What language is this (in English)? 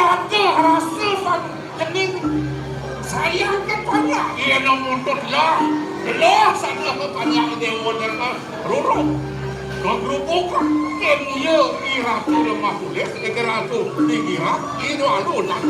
Balinese